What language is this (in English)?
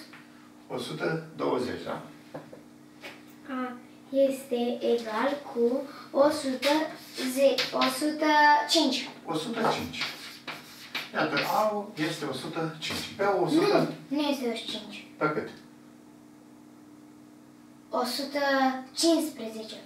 Romanian